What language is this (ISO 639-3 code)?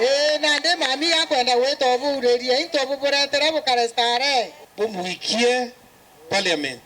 mer